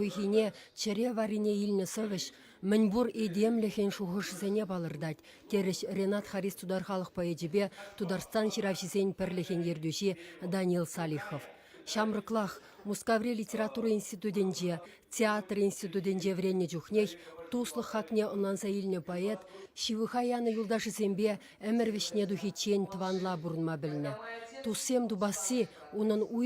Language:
Chuvash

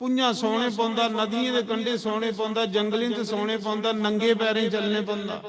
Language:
Dogri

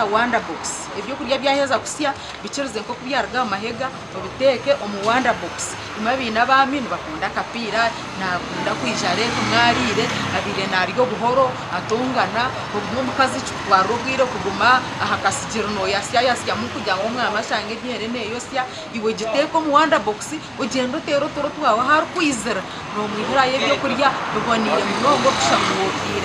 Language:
Nyankole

